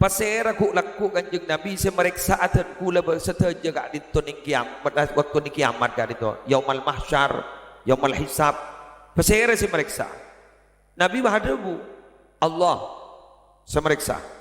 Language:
Madurese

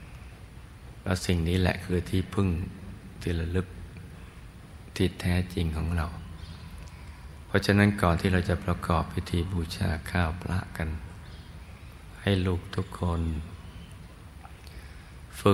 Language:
Thai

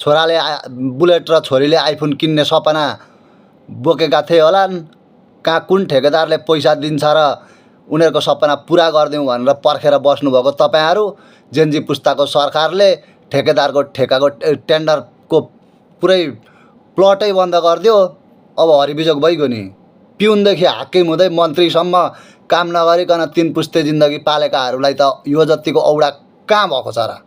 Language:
Nepali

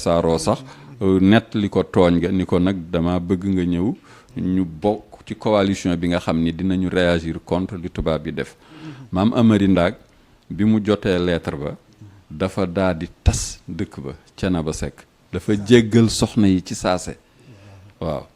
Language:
Wolof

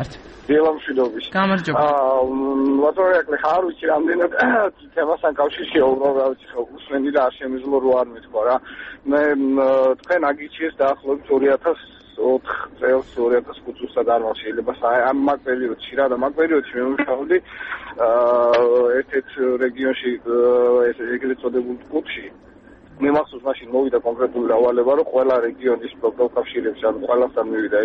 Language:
Georgian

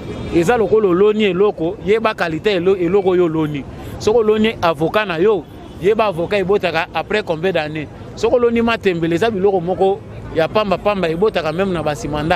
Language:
Lingala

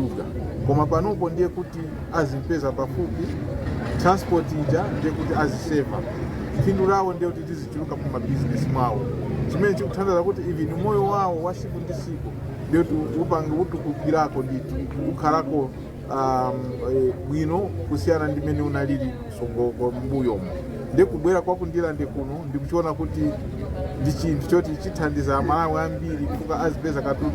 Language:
Nyanja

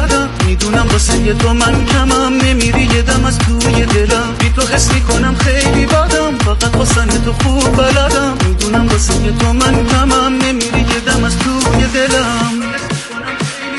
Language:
Persian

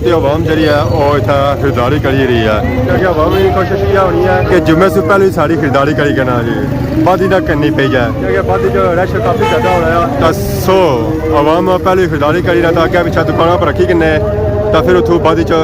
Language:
Pahari-Potwari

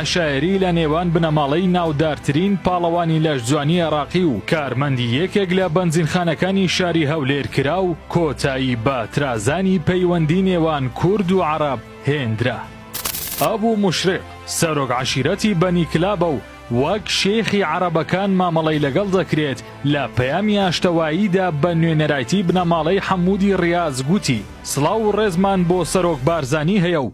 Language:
Central Kurdish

